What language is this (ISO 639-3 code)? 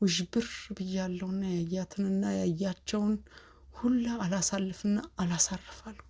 amh